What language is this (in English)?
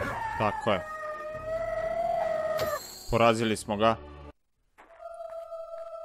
Croatian